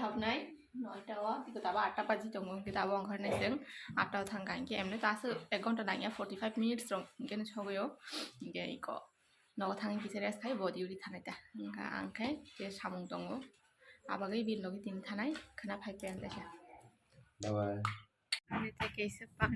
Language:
Kok Borok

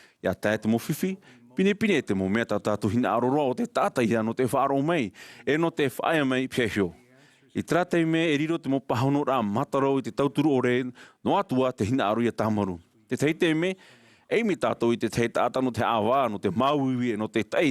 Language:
Tahitian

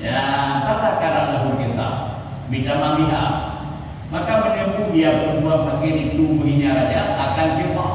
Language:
Achinese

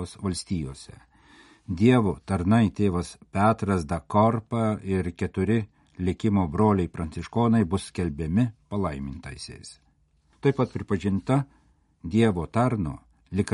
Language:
Lithuanian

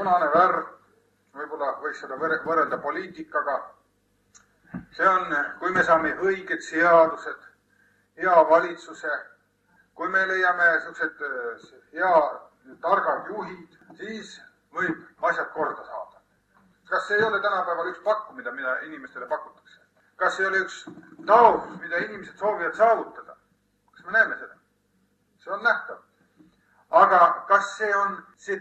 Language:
Estonian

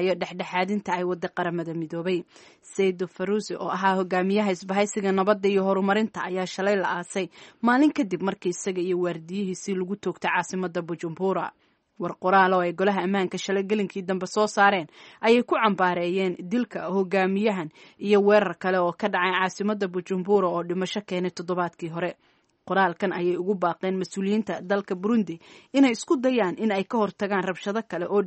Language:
Somali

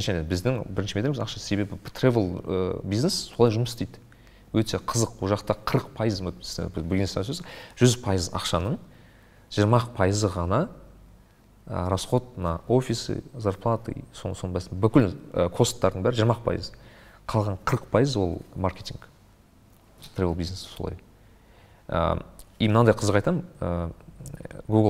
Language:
Kazakh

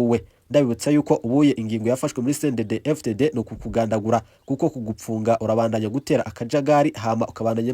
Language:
Rundi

